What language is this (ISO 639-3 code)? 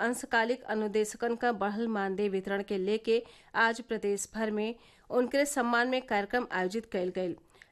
bho